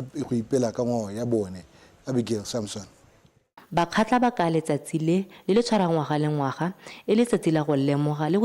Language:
Tswana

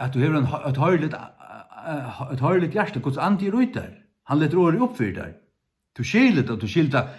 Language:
Faroese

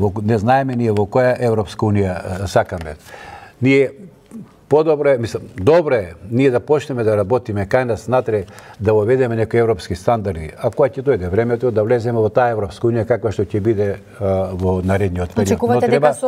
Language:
Macedonian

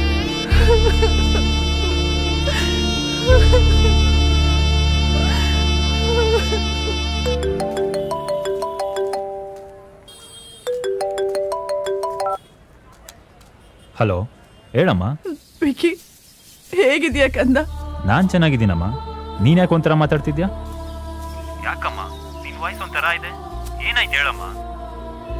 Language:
Kannada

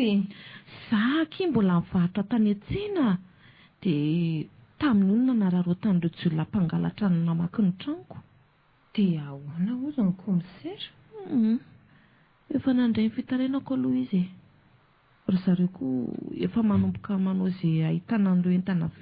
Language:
Malagasy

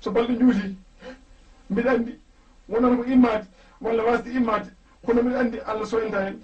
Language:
Fula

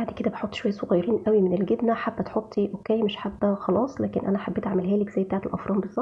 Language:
Egyptian Arabic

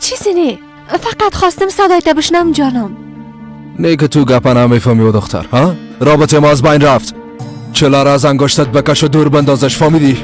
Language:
Persian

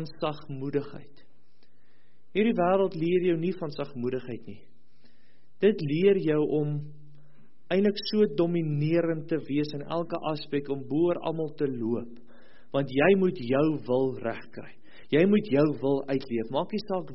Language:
Afrikaans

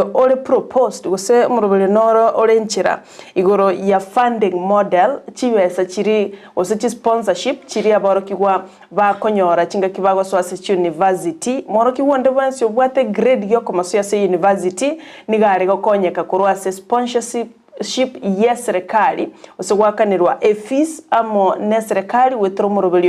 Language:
Gusii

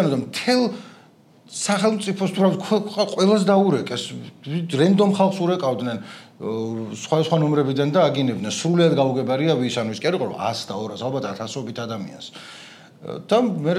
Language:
Georgian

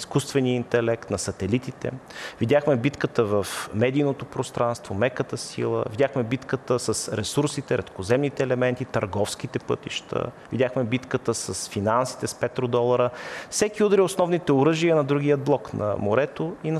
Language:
Bulgarian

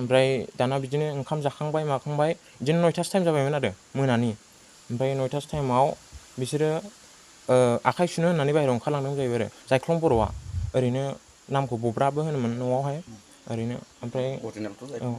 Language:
Bodo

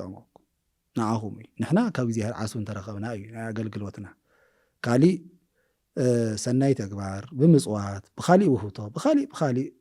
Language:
Tigrinya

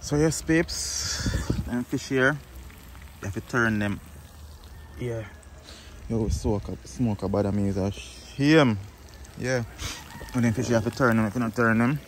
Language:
Jamaican Creole English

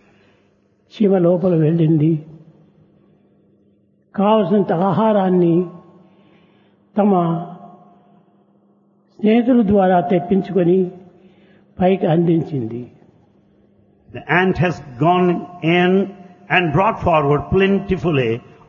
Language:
Telugu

